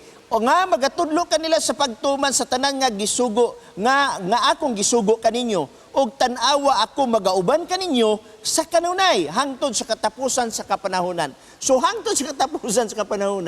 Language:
Cebuano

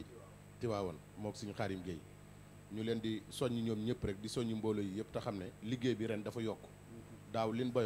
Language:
Wolof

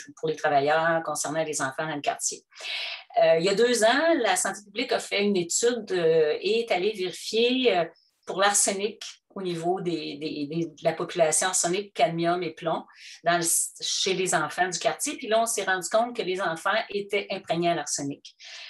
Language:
French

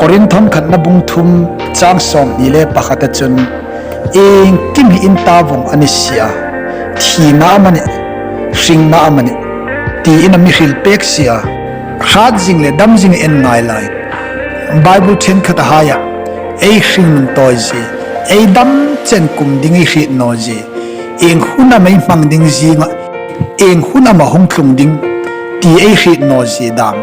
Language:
Hmar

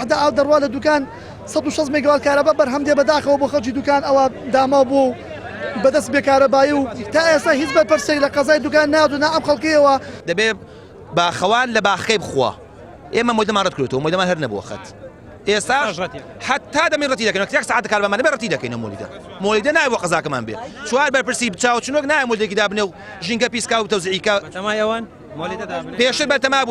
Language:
Central Kurdish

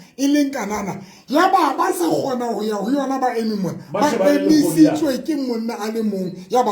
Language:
Southern Sotho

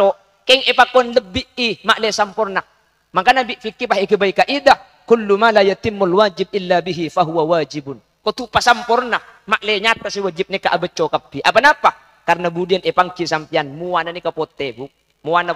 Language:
Madurese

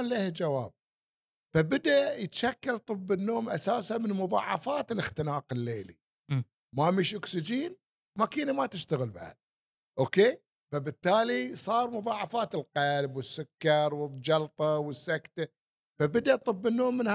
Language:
Gulf Arabic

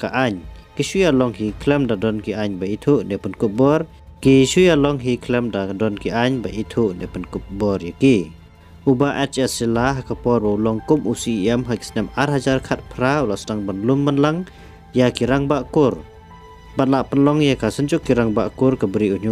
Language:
Khasi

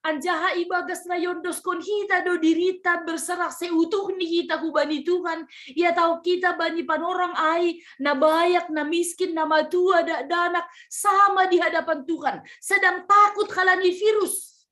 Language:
Batak Simalungun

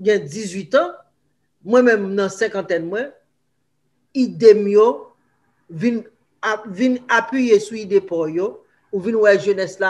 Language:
Haitian Creole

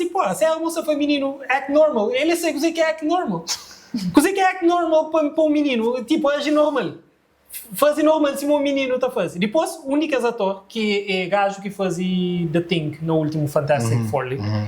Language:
Kabuverdianu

